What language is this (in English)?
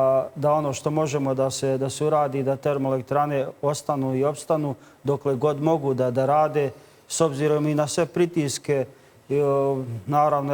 Bosnian